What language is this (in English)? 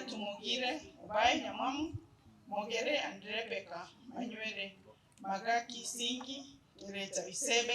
Gusii